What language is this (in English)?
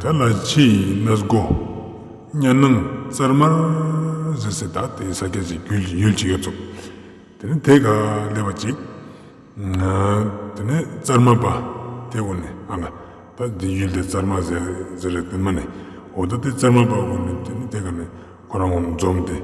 Ladakhi